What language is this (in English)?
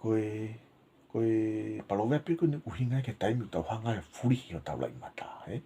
Tongan